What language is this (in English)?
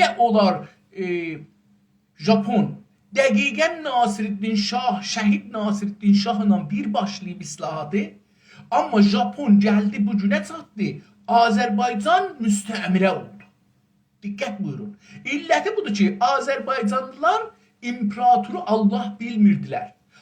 South Azerbaijani